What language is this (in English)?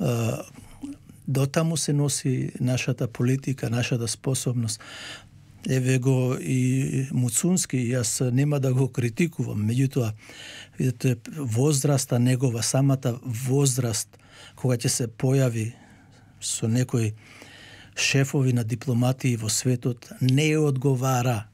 Macedonian